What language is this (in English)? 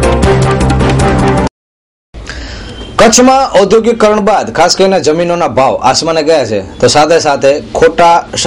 Gujarati